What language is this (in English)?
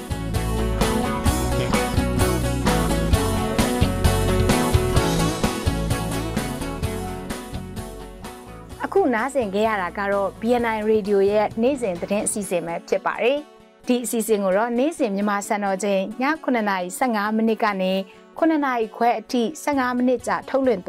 Burmese